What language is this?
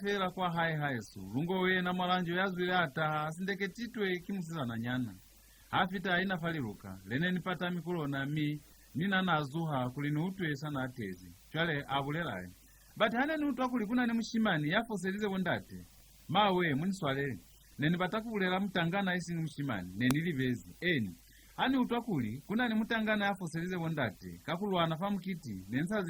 Lozi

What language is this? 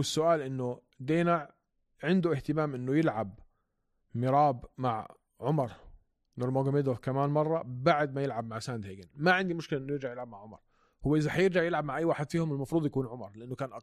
North Levantine Arabic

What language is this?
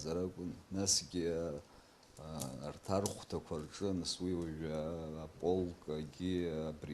Abkhazian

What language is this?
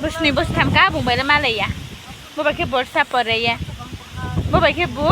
Riang (India)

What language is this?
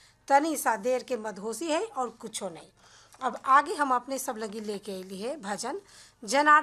Bhojpuri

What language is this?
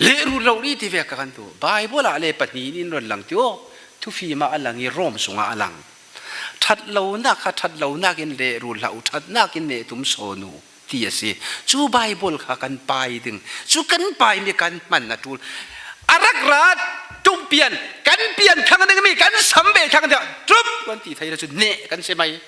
Falam Chin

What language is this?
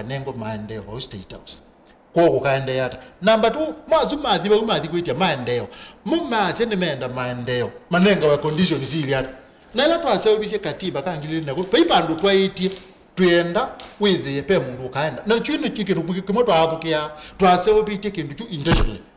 Kamba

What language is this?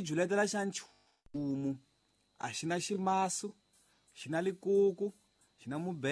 Tsonga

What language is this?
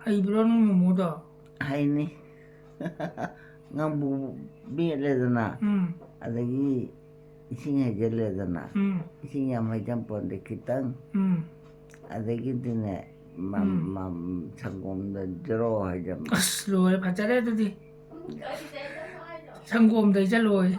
Manipuri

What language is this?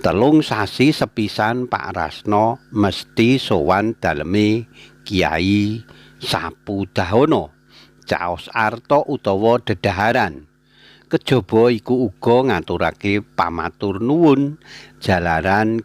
Javanese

